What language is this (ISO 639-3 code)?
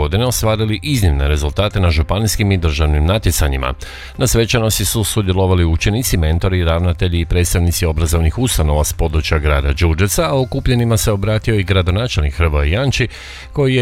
hrv